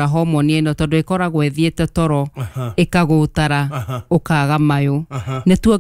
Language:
Kikuyu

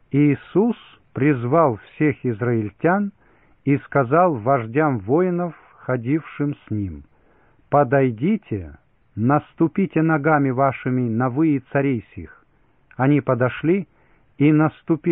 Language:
Russian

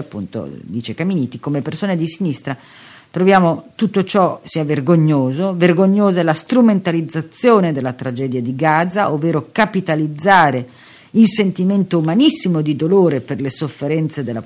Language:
Italian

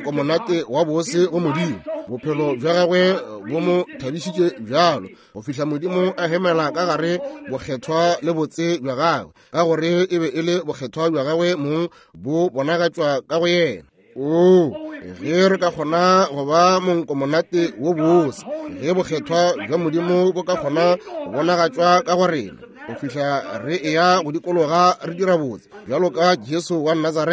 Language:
Northern Sotho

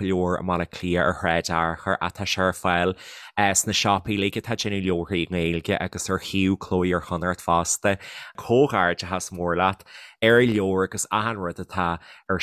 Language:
Irish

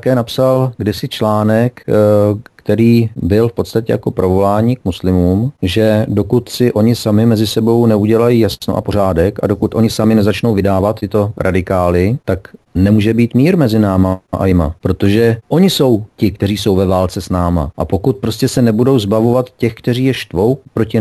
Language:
Czech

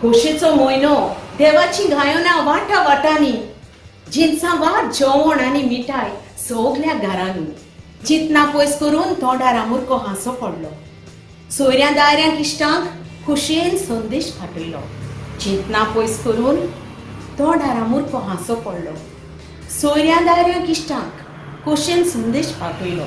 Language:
Konkani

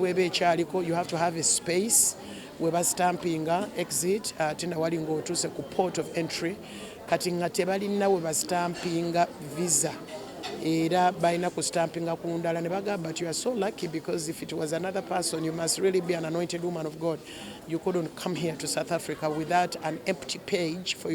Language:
Ganda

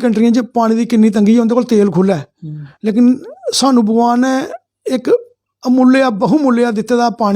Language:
Dogri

